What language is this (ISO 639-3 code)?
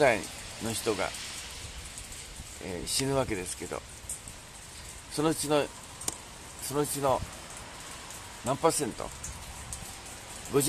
jpn